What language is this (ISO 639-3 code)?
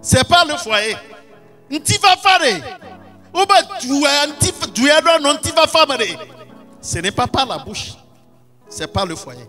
ewe